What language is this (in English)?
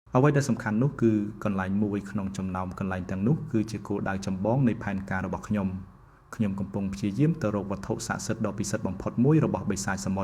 Khmer